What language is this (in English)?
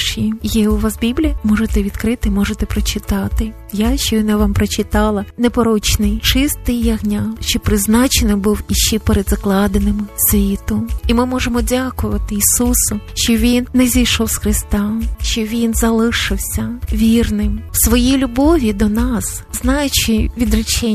Ukrainian